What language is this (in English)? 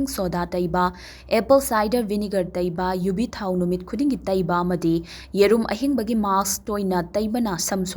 Manipuri